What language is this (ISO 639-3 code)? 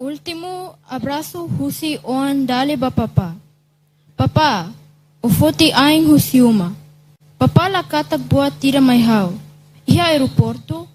tet